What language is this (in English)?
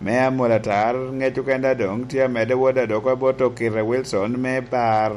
Lango (Uganda)